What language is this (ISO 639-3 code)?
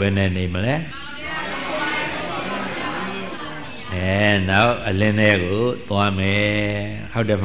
mya